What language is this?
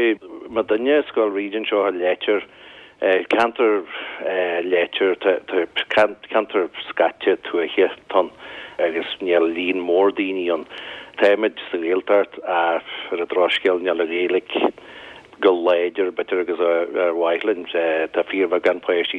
Irish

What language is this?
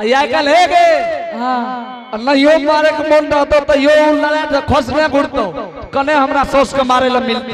Angika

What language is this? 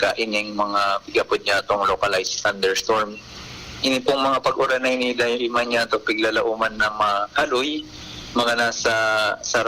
Bikol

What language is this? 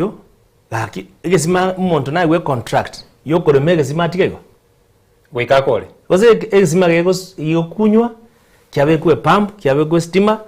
Gusii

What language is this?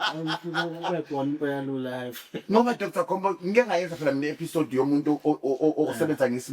Zulu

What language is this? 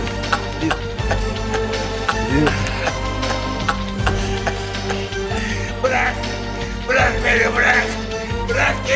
Turkish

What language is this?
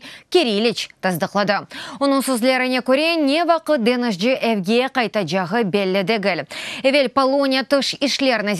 Crimean Tatar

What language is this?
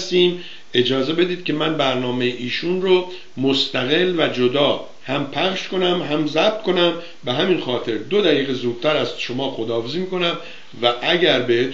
Persian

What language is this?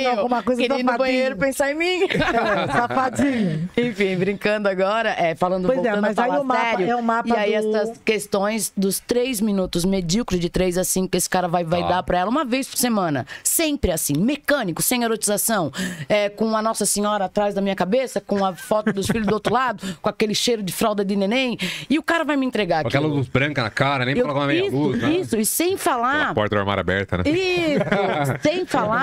Portuguese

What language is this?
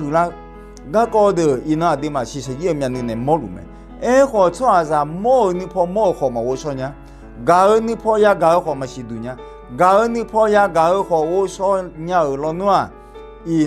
Akha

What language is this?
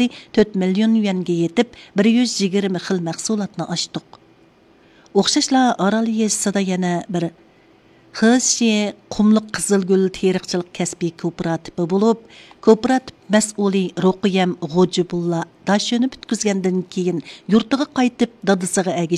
Uyghur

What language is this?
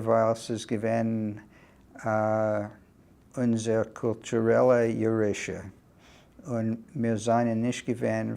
Yiddish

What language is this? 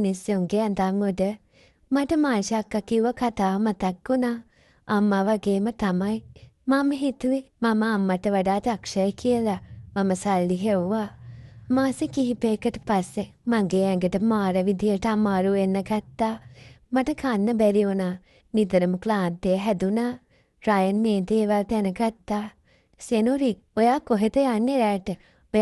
Sinhala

